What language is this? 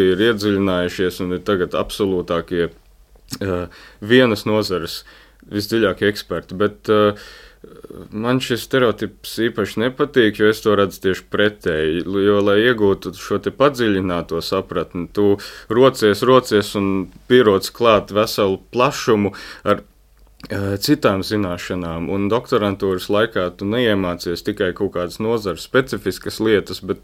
Latvian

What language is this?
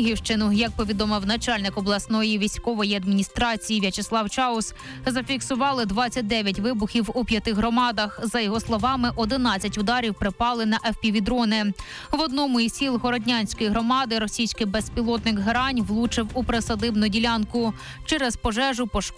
Ukrainian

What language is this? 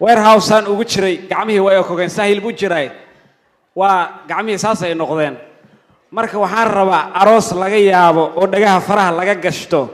Somali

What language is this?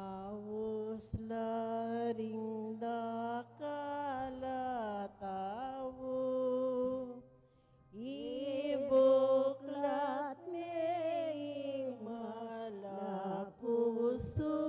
Pampanga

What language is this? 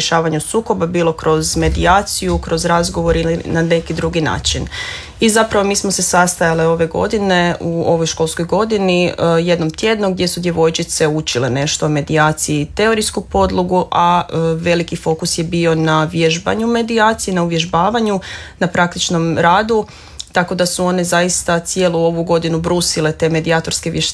Croatian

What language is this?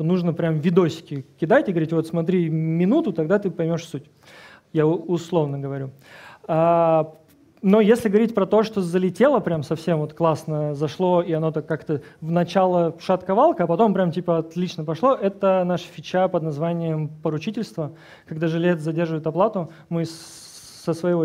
Russian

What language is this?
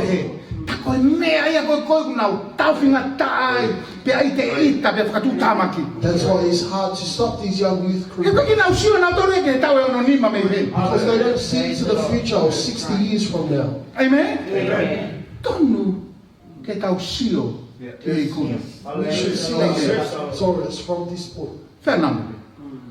Tongan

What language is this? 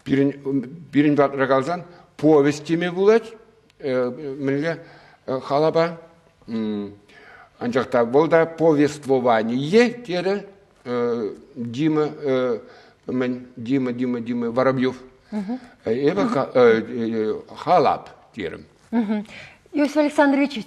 Chuvash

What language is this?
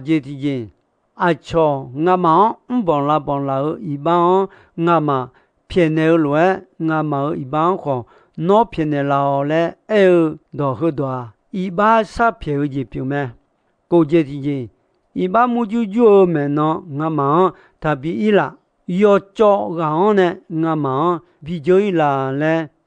Akha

